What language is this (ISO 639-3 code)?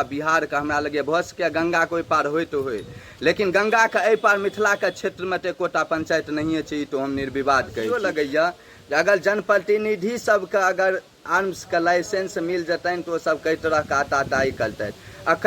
mai